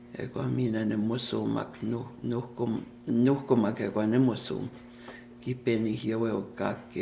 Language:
Plains Cree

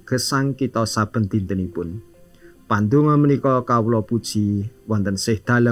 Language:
Javanese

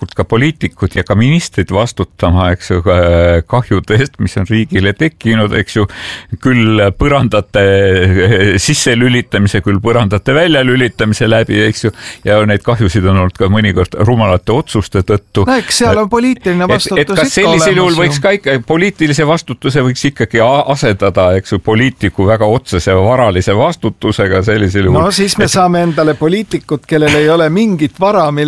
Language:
Estonian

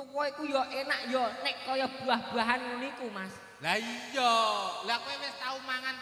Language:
Javanese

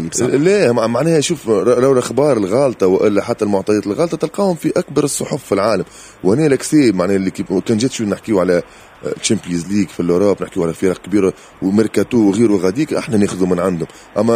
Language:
Tunisian Arabic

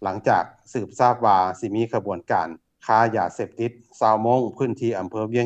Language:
Lao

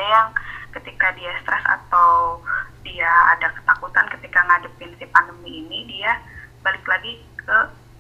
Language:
Indonesian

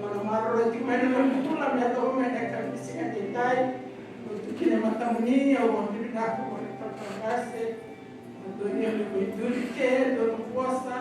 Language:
Fijian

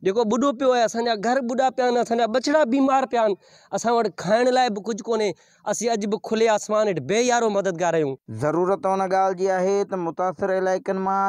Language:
Sindhi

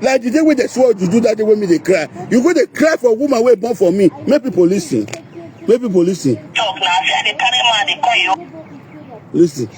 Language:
Nigerian Pidgin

